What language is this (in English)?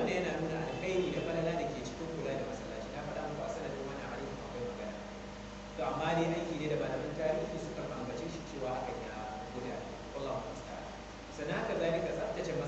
Hausa